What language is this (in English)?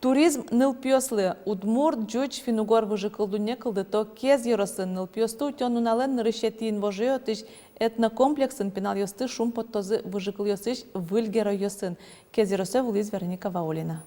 Udmurt